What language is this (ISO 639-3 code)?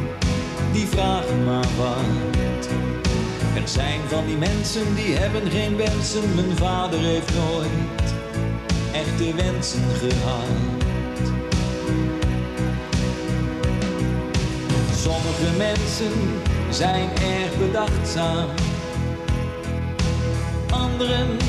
nld